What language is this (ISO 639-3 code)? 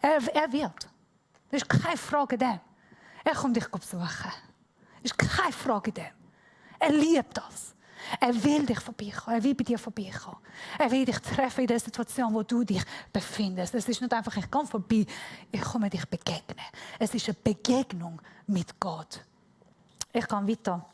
gsw